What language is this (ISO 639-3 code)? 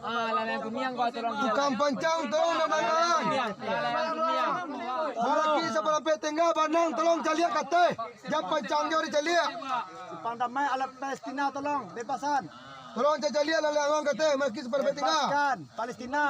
min